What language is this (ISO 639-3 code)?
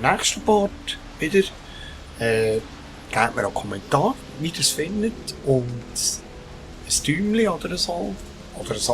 gsw